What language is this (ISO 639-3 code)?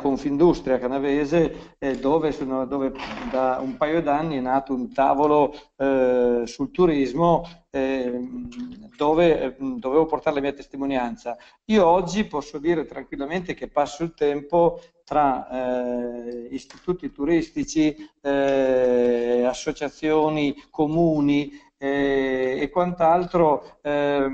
ita